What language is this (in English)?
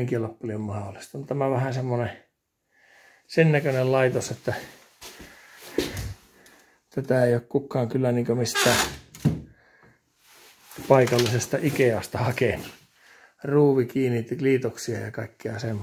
Finnish